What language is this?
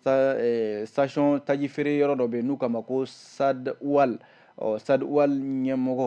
Bambara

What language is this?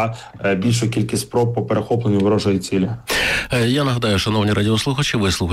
Ukrainian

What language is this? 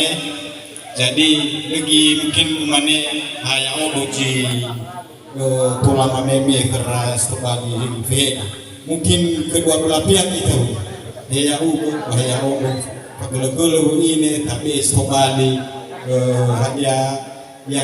Nias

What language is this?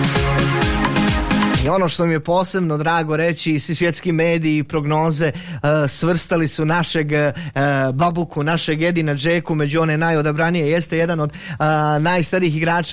Bosnian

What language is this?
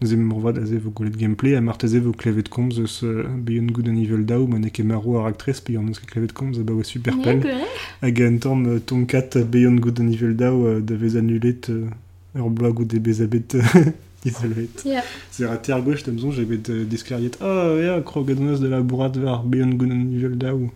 Breton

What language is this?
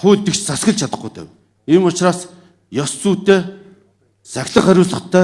Mongolian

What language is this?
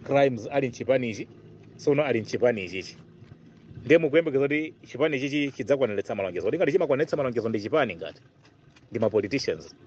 Nyanja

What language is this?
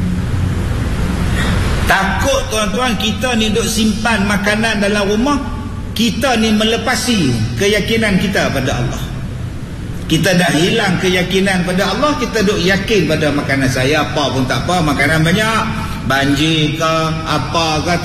Malay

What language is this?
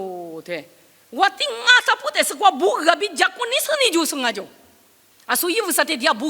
Lisu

